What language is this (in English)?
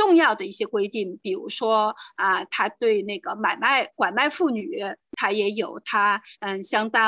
Chinese